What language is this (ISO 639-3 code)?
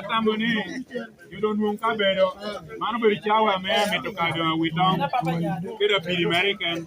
laj